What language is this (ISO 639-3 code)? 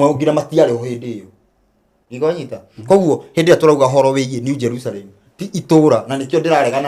kik